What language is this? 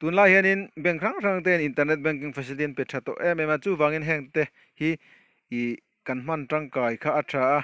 Mizo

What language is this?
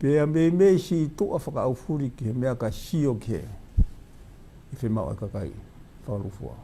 Tongan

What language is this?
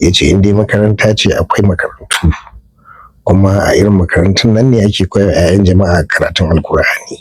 Hausa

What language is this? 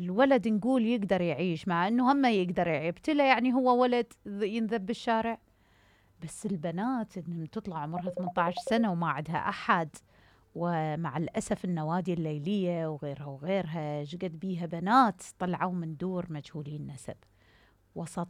Mesopotamian Arabic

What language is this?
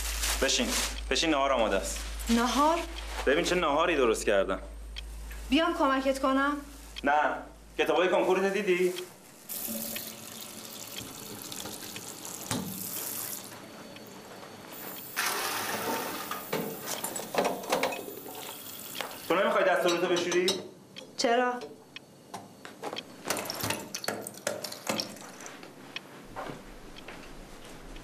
Persian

